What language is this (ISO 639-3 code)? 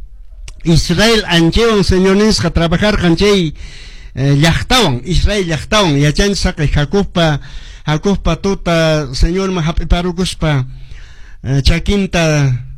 que